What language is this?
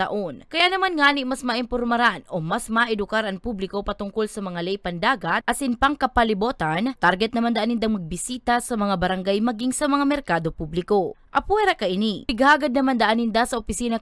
Bikol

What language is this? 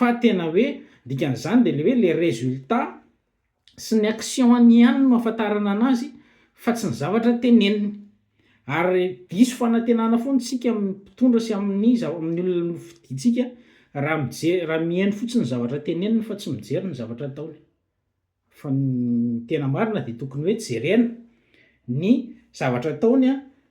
Malagasy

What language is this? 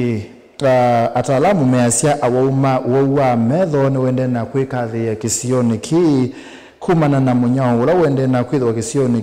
Kamba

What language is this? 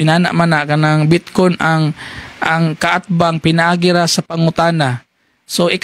Cebuano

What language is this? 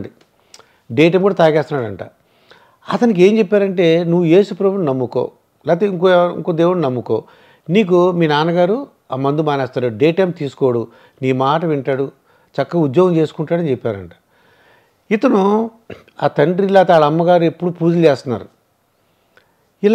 Telugu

